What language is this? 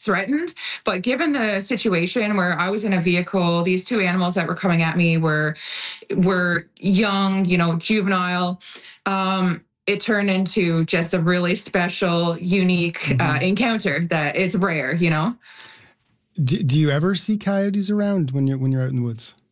English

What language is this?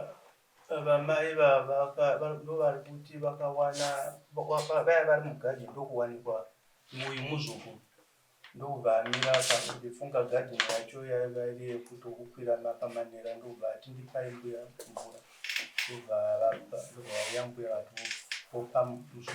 Shona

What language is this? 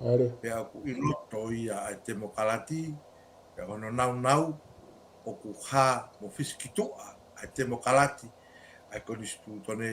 Tongan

